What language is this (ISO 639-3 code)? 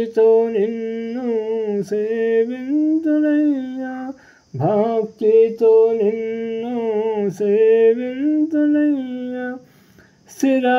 tel